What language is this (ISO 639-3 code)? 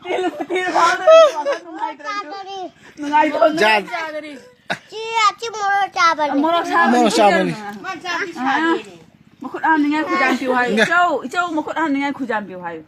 mni